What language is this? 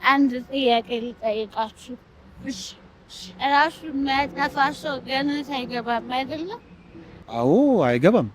Amharic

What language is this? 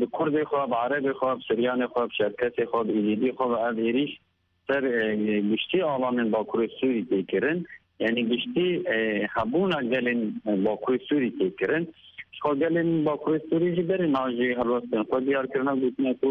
Kurdish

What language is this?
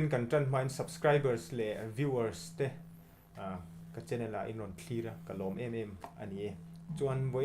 Mizo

